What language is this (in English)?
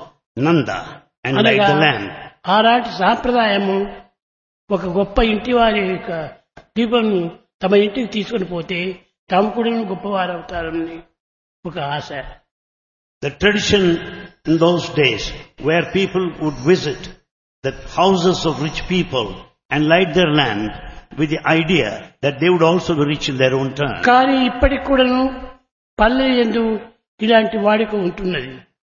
Telugu